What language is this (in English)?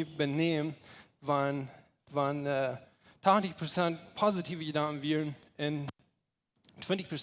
Plautdietsch